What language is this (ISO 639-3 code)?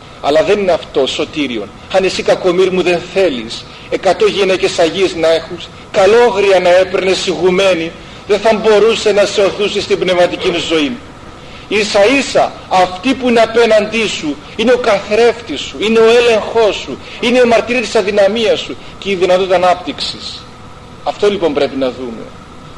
ell